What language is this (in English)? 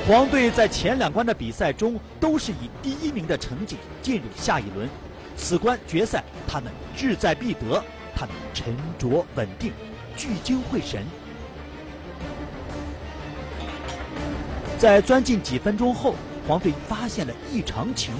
Chinese